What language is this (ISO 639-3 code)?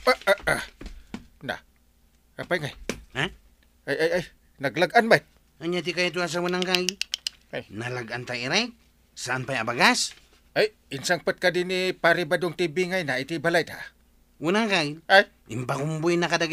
ilo